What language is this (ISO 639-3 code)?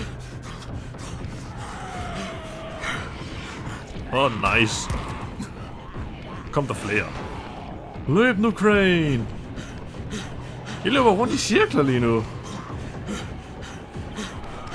dan